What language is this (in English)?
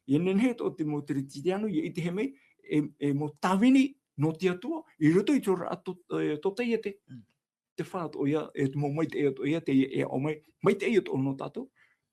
Tahitian